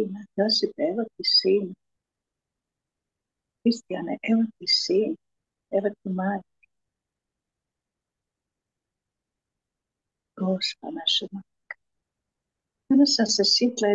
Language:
Croatian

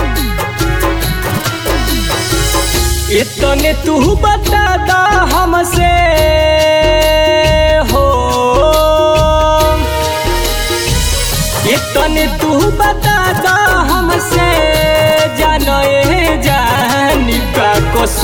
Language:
Bhojpuri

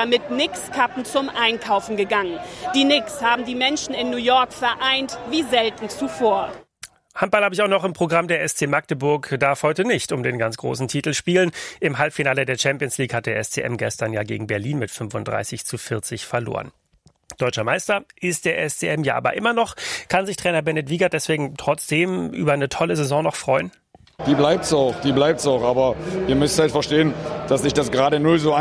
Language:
German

